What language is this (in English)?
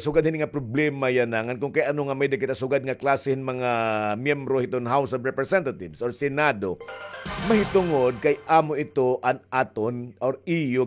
Waray